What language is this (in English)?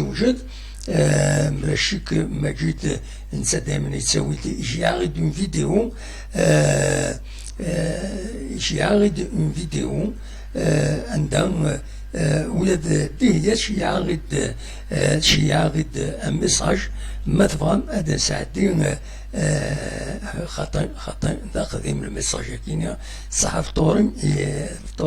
Kabyle